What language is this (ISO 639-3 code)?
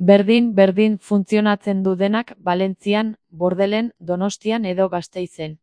eus